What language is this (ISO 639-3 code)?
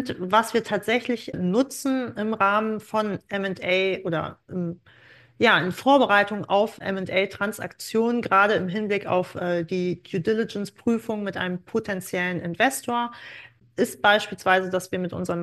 deu